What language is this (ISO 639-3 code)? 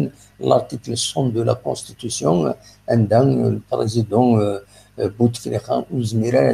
kab